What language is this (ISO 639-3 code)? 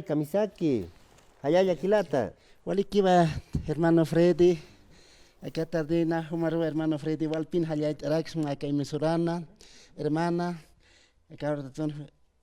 aym